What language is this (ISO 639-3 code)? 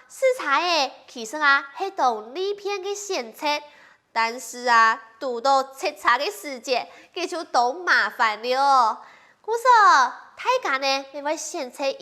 hak